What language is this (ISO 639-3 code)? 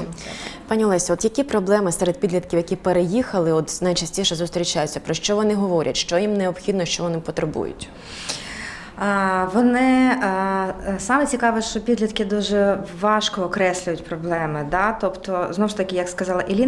ukr